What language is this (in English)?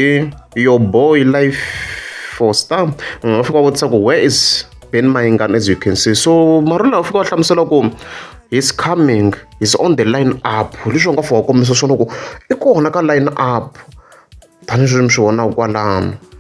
Tsonga